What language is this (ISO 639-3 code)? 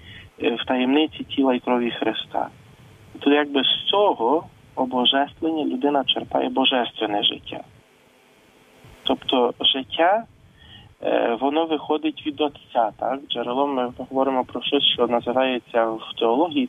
ukr